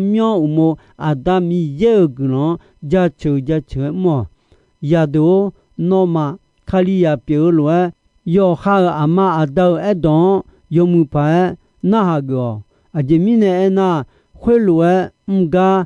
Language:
Akha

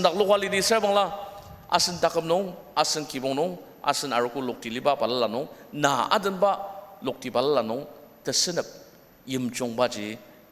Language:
Ao Naga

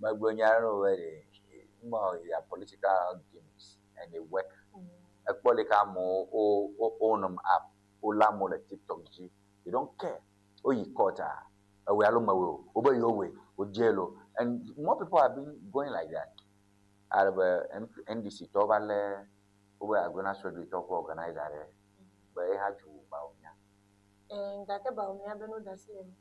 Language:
Ewe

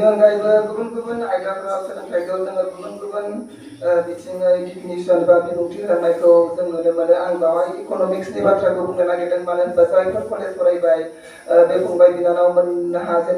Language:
Bodo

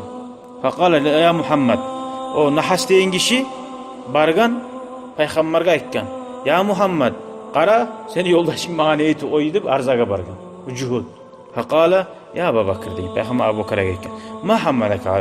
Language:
Kumyk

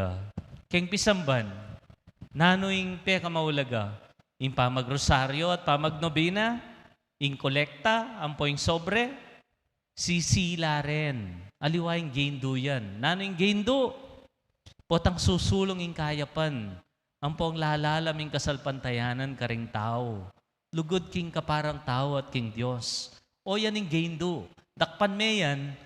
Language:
Pampanga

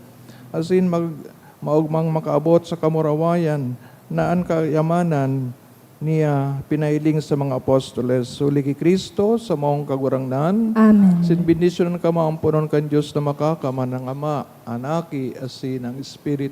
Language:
Bikol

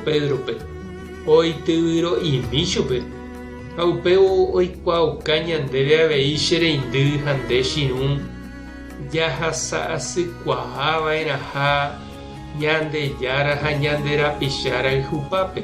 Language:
Guarani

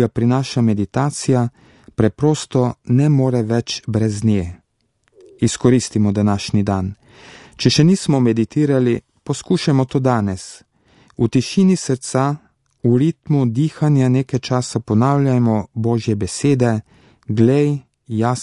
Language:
Slovenian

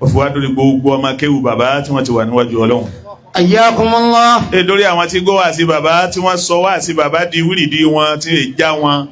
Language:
Yoruba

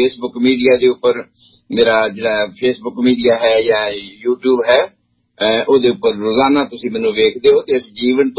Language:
Punjabi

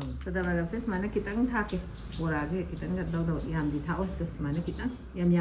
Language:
Manipuri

